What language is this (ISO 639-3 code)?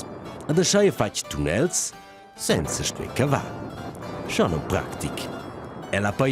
roh